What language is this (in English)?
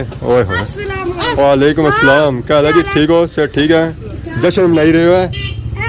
Pahari-Potwari